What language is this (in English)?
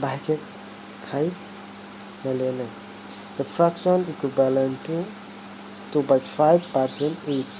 Kok Borok